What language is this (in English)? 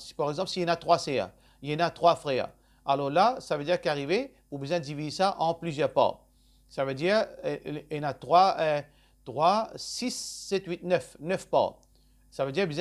Morisyen